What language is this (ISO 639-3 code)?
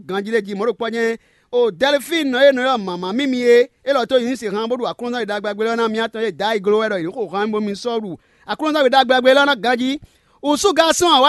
fon